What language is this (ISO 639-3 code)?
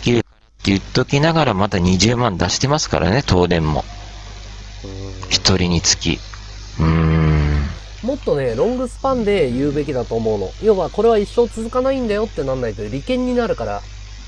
jpn